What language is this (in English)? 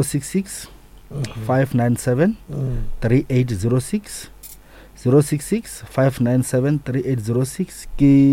Northern Sotho